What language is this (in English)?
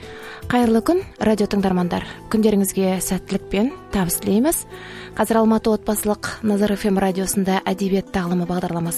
Kazakh